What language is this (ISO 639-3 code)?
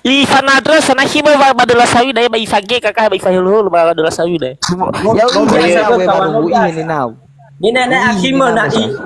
nia